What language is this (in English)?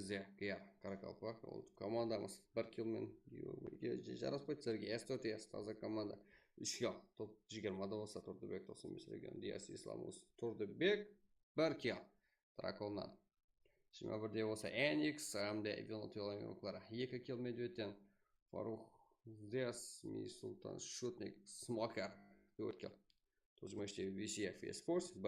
Kara-Kalpak